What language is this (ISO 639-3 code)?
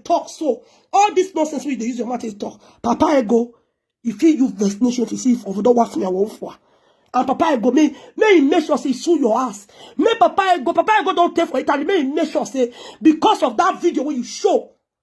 pcm